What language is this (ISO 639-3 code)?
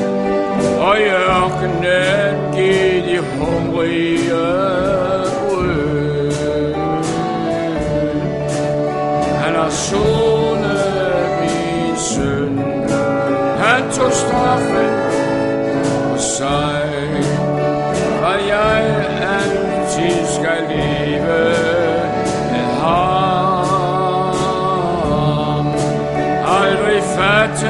dan